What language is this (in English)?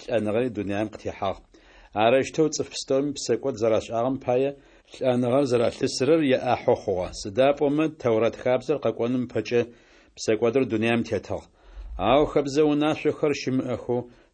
Adyghe